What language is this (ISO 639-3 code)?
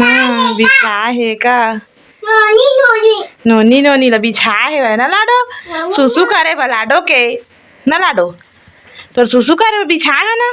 hne